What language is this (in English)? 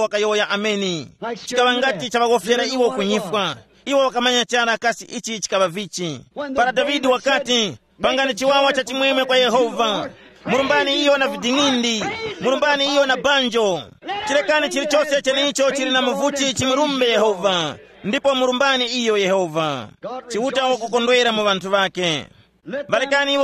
Tumbuka